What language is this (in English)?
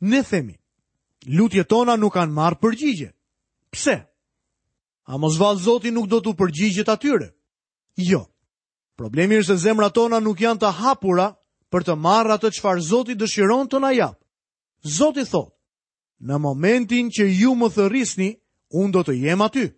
Albanian